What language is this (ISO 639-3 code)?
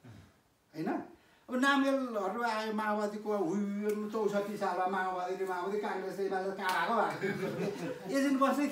nep